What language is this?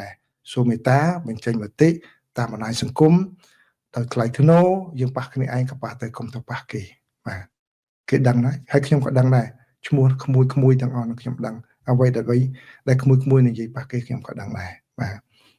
Khmer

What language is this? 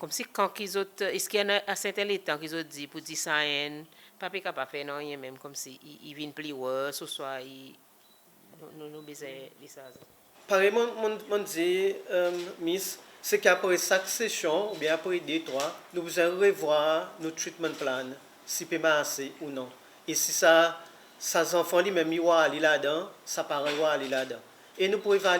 Seselwa Creole French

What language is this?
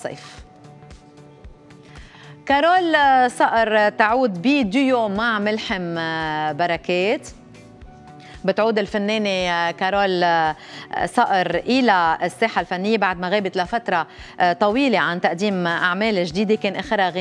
North Levantine Arabic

